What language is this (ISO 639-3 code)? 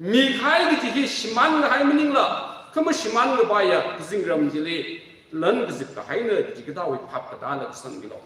nmf